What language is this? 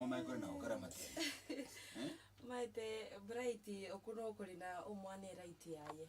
Gusii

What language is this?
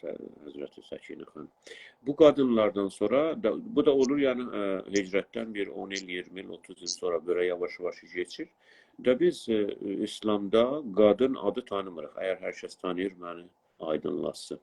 South Azerbaijani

